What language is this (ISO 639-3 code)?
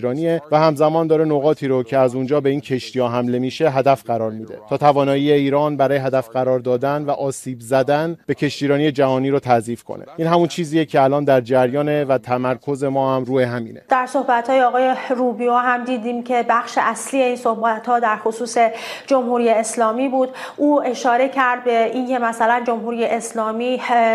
fas